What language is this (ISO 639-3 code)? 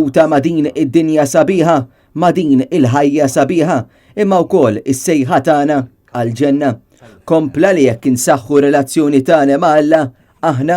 mlt